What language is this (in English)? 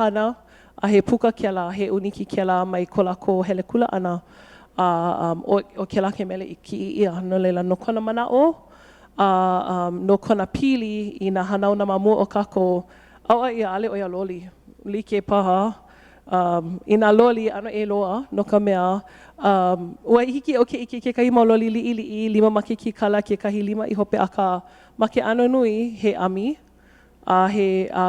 Hawaiian